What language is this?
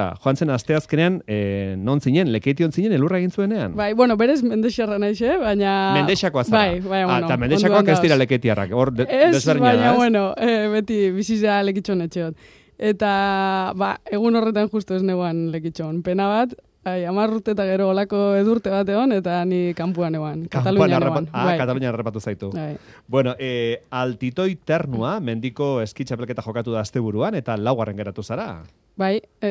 Basque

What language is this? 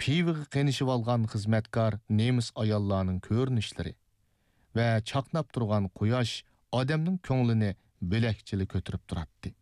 Uyghur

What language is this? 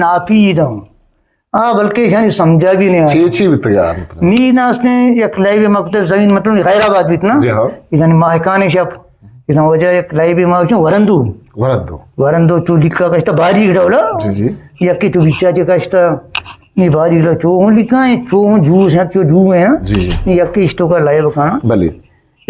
Eastern Balochi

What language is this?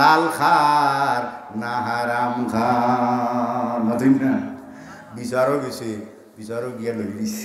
Sylheti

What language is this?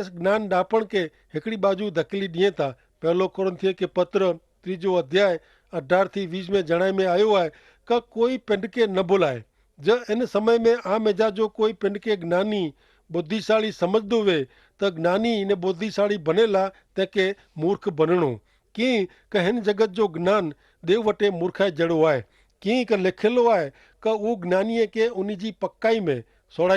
Kachhi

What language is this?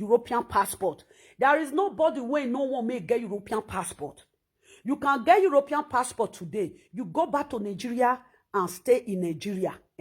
Nigerian Pidgin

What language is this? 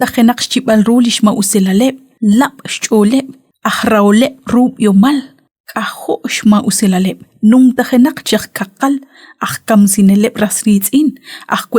Kekchí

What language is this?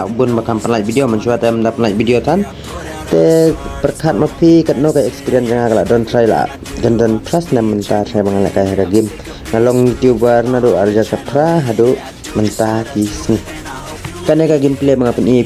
Khasi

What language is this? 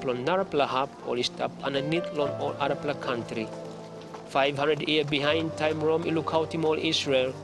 Tok Pisin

